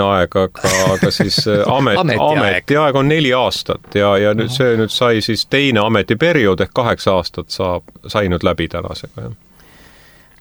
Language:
Estonian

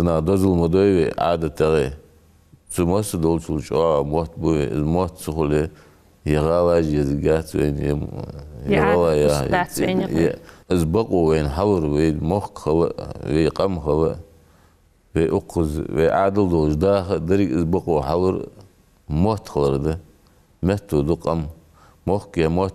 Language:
Ingush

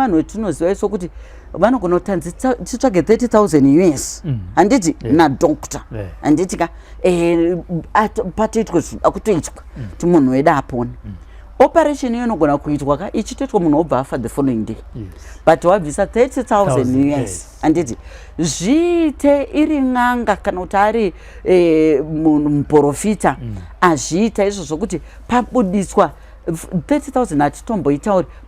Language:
Shona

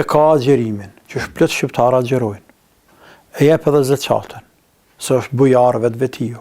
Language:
Albanian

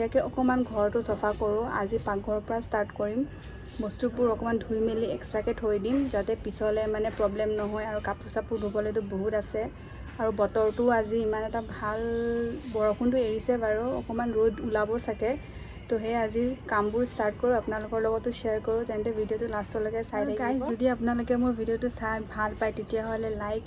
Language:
Assamese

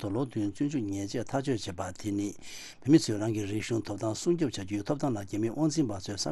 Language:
Tibetan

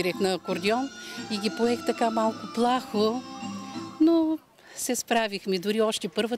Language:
Bulgarian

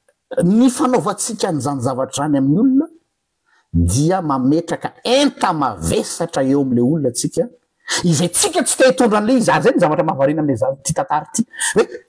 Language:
Malagasy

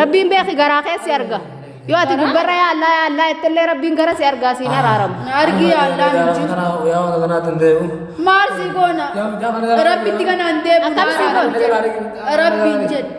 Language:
Oromo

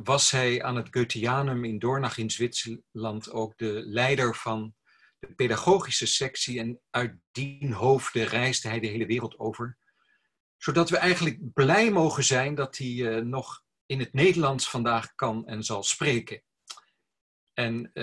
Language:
Dutch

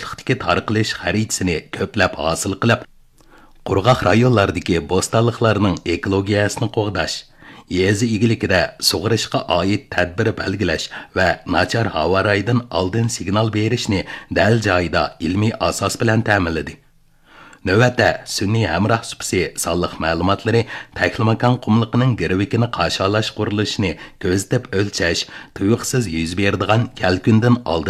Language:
Uyghur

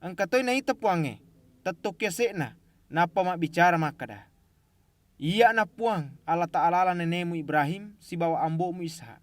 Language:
Buginese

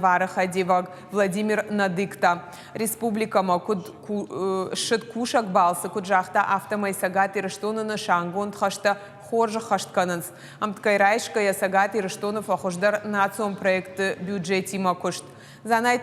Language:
Ossetic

